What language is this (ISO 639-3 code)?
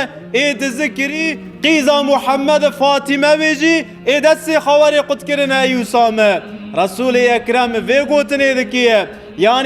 kur